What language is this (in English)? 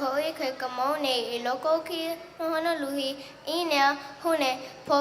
Hawaiian